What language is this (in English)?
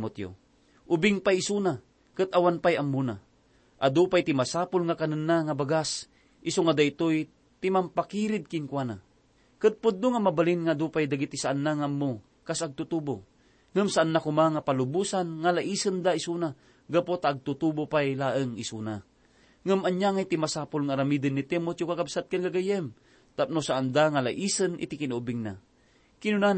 Iloko